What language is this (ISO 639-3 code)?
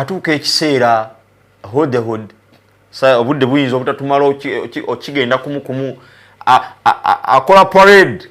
lug